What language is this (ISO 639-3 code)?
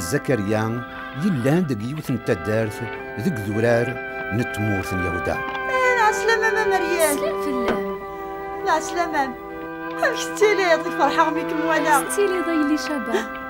kab